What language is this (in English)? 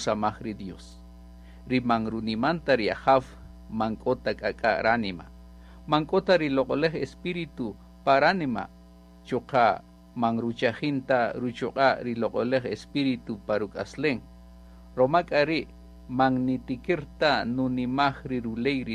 Kaqchikel